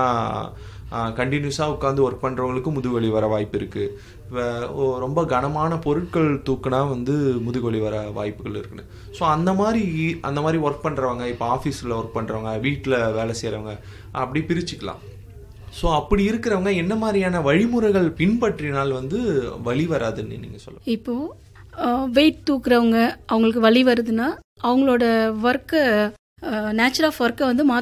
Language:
Tamil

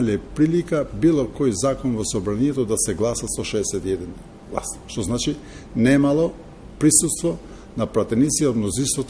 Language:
Macedonian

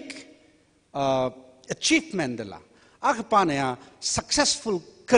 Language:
Tangkhul Naga (India)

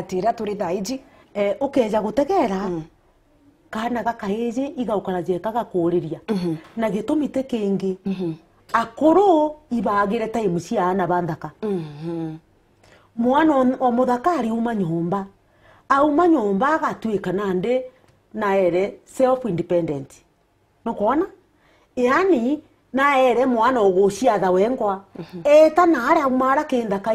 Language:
Meru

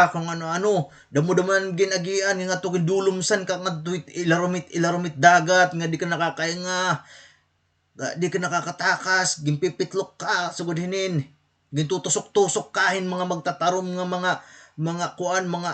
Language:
Waray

